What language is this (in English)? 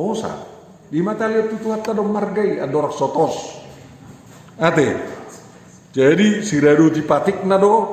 Batak Toba